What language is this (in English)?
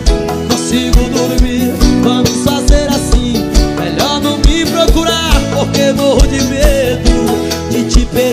Portuguese